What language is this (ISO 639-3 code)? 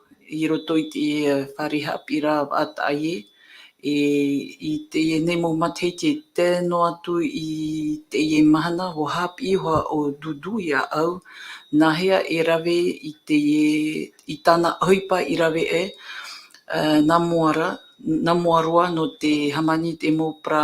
tah